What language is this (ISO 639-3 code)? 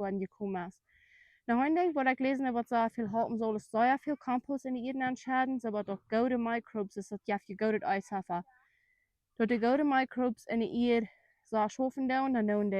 pdt